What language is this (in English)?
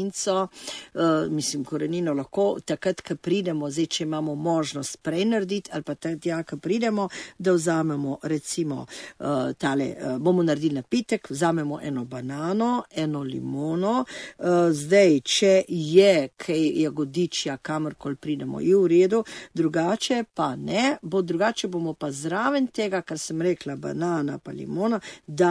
Slovenian